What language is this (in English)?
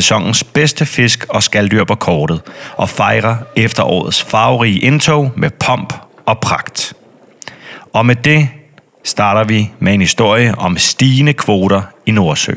Danish